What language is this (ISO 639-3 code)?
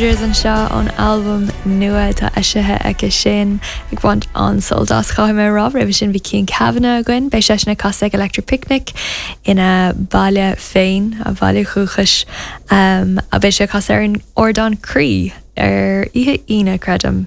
gle